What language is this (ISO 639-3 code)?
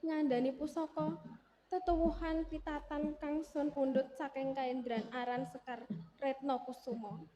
jav